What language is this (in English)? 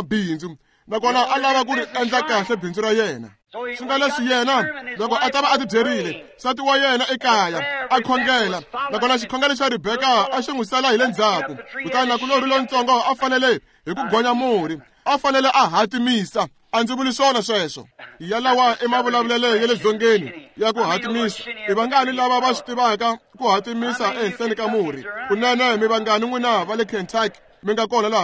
Tsonga